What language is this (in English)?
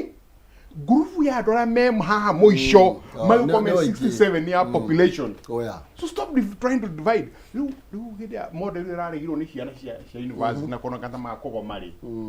Kikuyu